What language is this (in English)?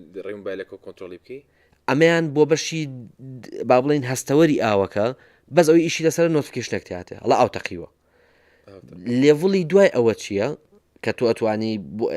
Central Kurdish